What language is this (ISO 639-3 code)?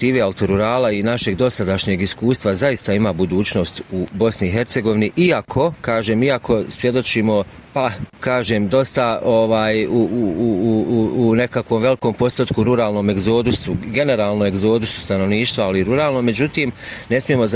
bos